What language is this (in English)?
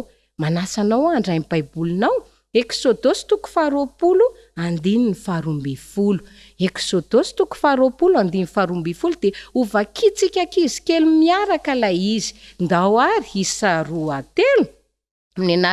Malagasy